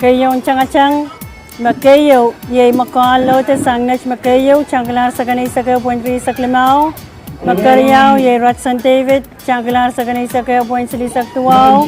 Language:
Pohnpeian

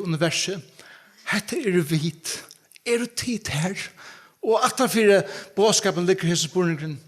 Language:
Faroese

